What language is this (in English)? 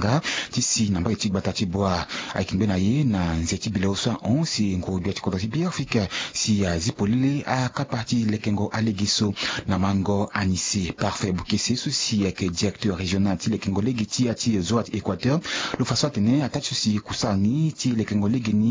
Sango